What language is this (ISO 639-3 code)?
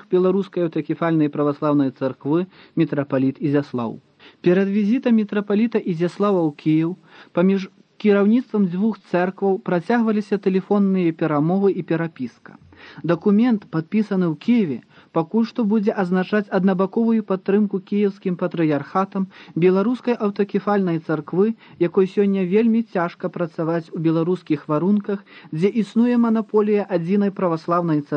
bel